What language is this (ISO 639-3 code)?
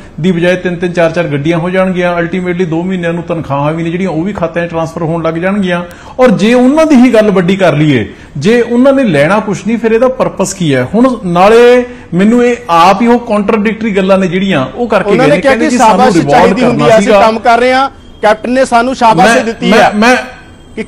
pan